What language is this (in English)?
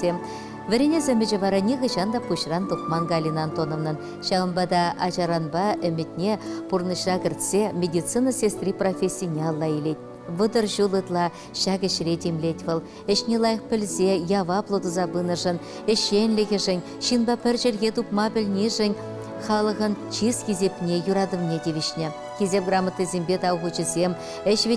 Chuvash